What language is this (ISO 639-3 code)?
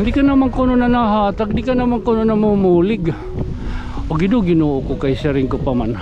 war